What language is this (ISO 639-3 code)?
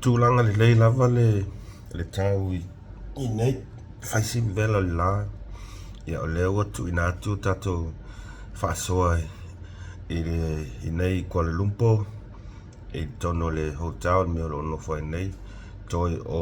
smo